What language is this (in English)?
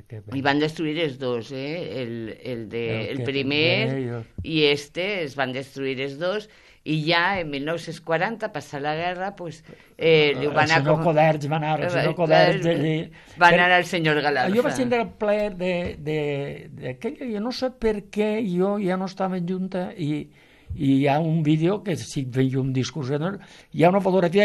Catalan